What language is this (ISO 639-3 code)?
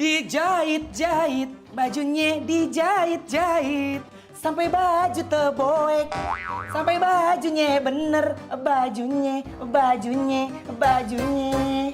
bew